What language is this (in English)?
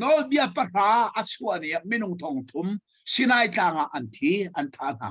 Hakha Chin